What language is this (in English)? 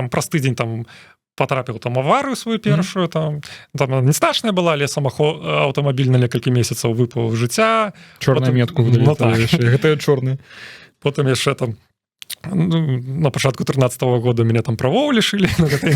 Belarusian